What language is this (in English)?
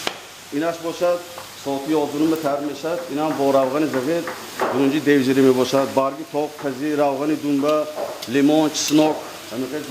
Tajik